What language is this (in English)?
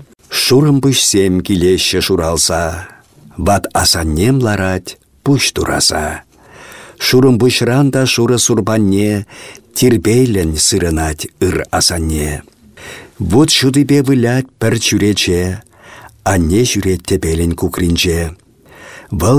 Chuvash